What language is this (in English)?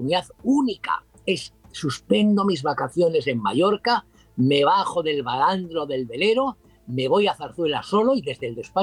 Spanish